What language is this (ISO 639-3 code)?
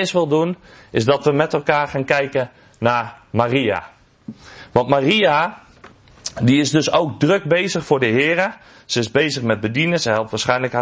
nld